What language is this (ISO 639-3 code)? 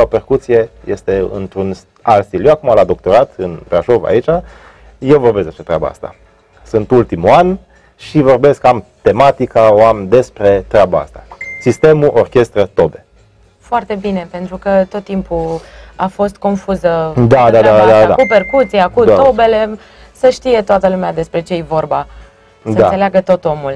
ron